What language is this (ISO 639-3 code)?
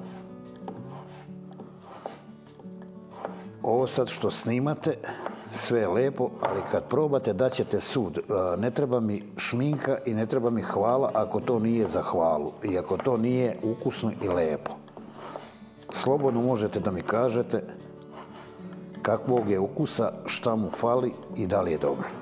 srp